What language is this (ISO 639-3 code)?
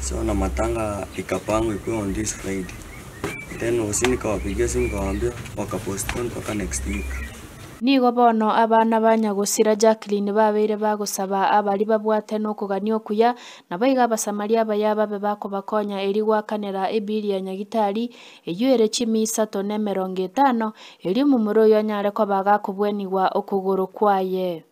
guz